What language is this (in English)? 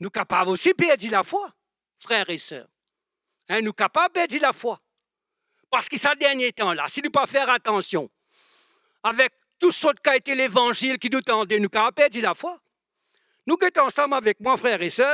Morisyen